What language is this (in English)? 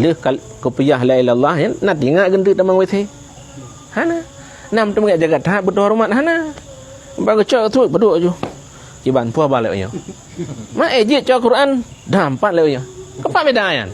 Achinese